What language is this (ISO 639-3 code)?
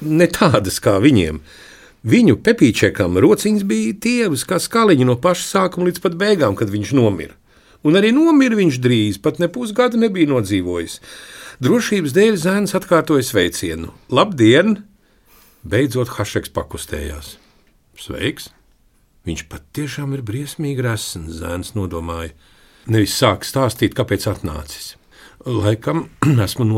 lav